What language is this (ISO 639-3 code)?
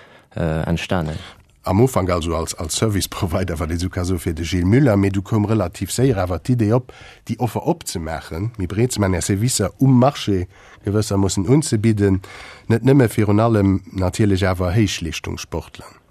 ltz